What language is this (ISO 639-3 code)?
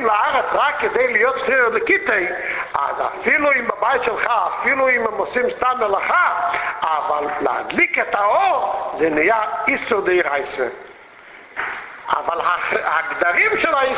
heb